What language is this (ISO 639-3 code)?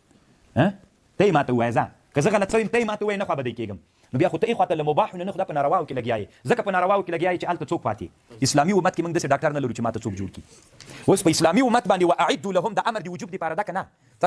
pus